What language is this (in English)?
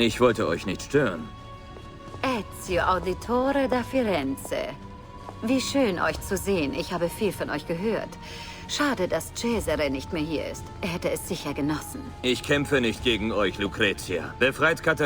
Bavarian